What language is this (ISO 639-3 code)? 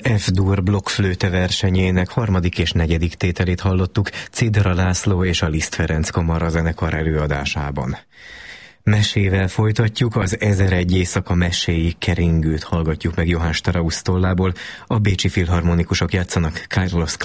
hun